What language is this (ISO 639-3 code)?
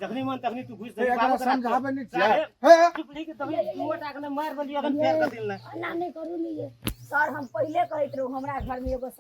mai